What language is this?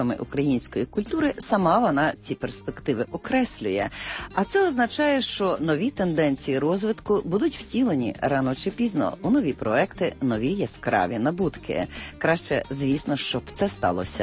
Ukrainian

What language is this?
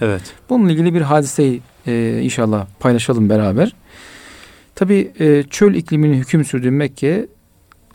Turkish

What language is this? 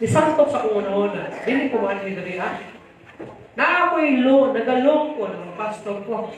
Cebuano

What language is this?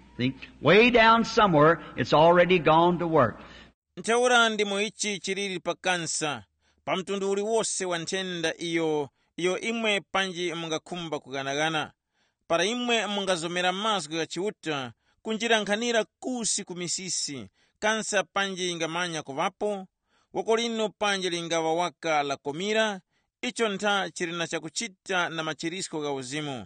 Tumbuka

